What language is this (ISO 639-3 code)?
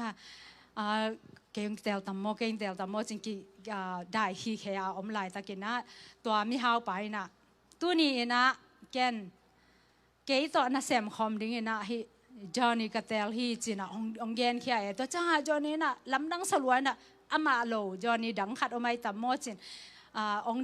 ctd